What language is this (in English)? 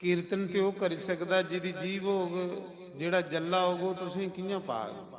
Dogri